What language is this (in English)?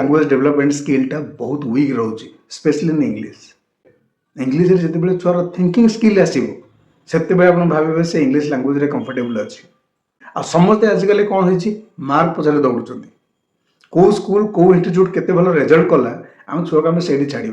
Odia